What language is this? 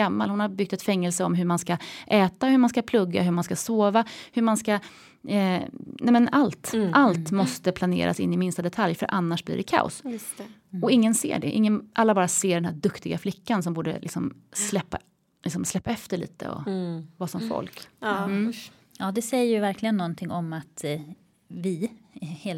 Swedish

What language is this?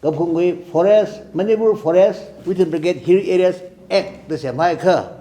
Tangkhul Naga (India)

